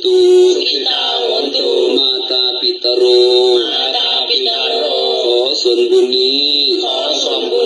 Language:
Pali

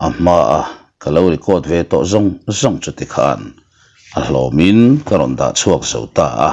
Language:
Mizo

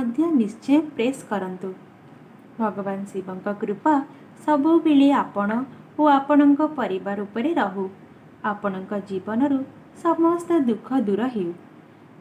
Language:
Odia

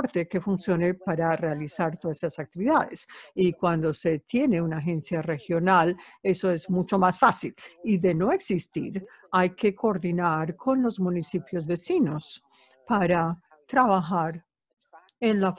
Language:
Spanish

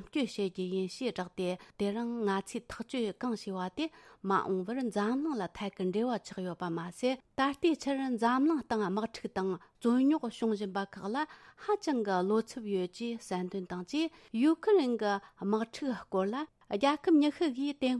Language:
Tibetan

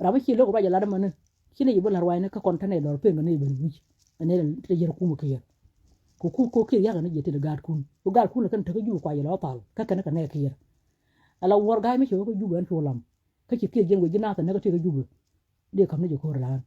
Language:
Nuer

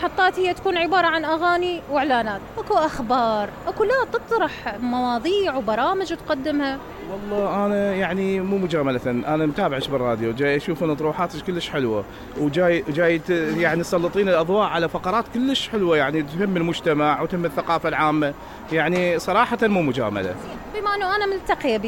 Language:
Mesopotamian Arabic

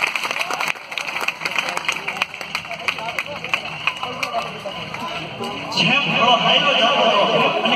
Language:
Gujarati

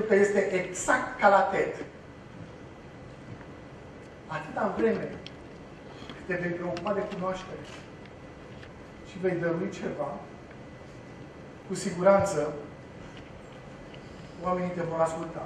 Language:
Romanian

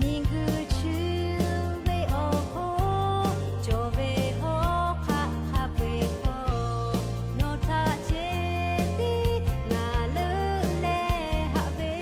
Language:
Lahu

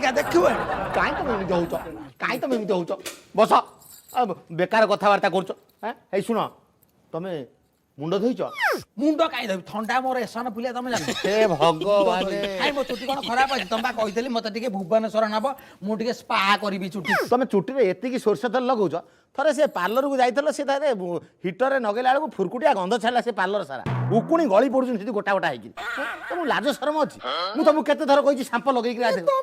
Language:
Odia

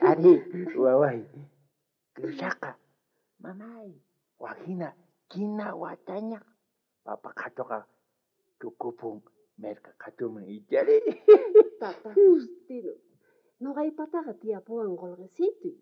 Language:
South Bolivian Quechua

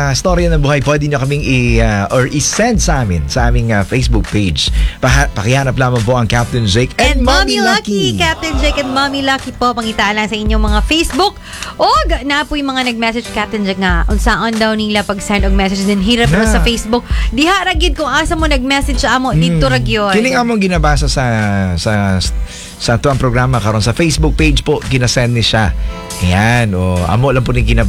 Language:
Cebuano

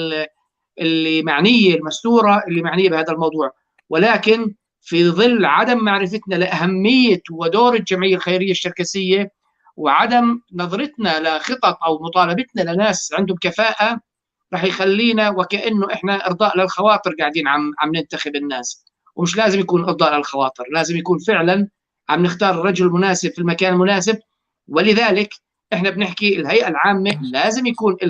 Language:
North Levantine Arabic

